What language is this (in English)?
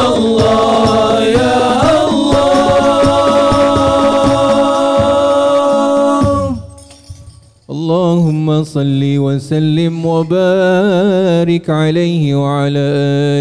Malay